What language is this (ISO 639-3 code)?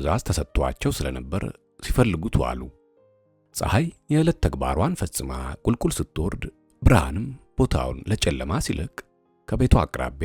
amh